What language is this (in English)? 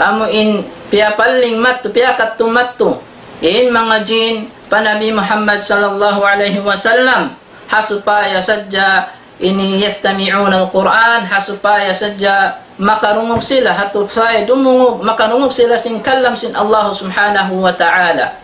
Tausug